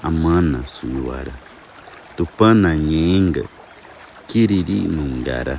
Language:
Nheengatu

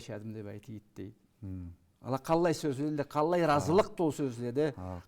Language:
Karachay-Balkar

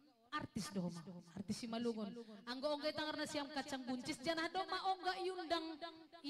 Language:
Batak Simalungun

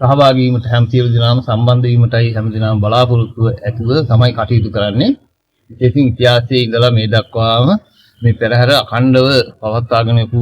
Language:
Sinhala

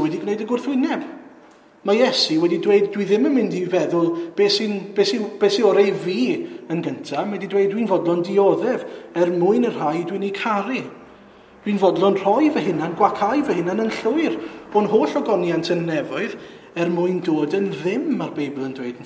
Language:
Welsh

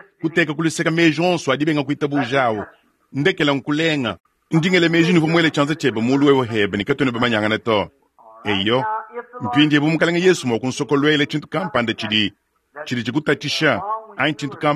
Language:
Luba-Lulua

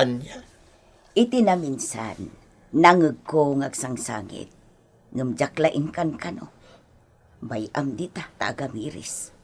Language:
Iloko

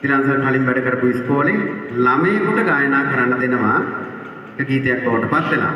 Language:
Sinhala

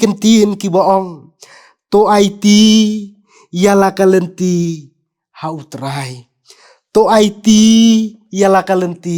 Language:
Khasi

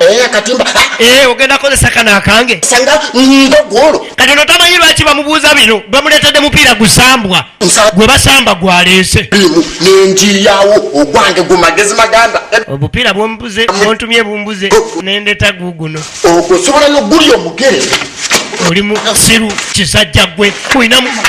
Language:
Ganda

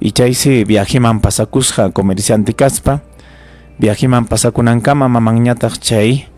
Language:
Ayacucho Quechua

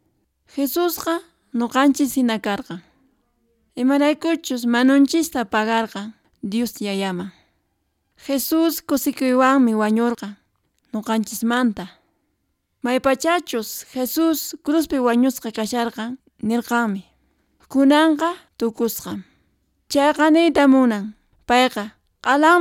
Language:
Quechua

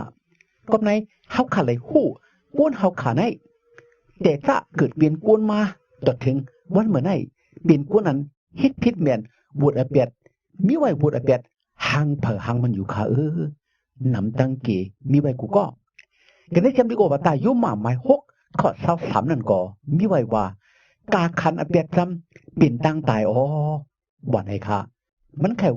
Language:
Shan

